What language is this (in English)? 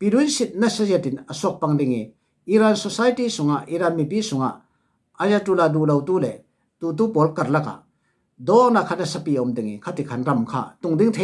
Falam Chin